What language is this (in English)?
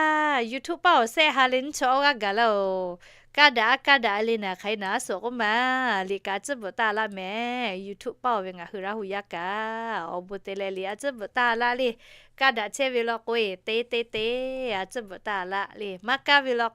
Lahu